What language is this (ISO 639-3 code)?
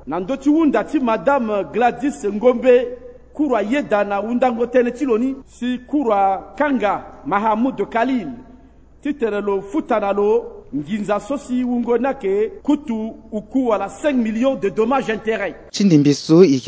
sag